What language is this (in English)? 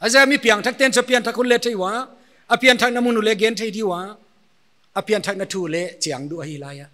Paite Chin